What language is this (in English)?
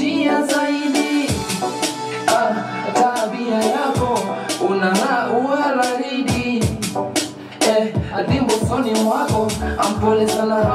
Masai